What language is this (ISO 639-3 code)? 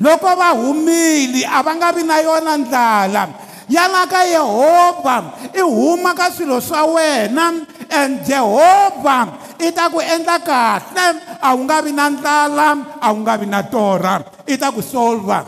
tso